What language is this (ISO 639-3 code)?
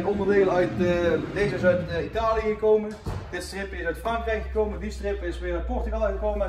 nld